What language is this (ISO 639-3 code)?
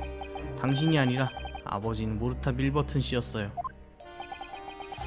kor